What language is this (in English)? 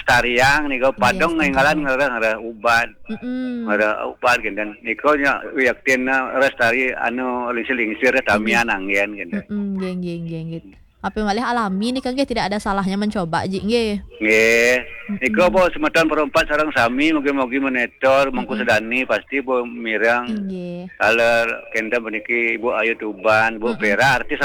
Balinese